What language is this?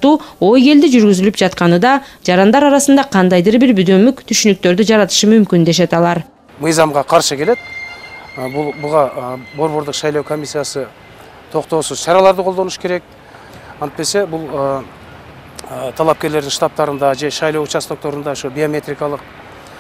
Kyrgyz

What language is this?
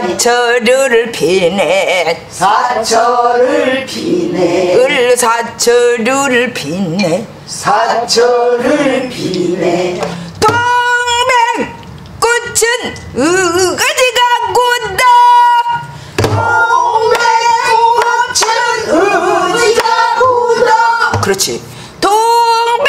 Korean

